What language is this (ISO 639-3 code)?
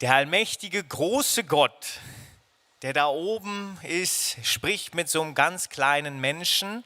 gsw